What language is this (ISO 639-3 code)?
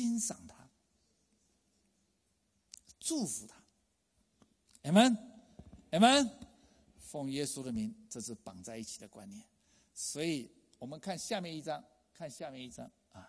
zho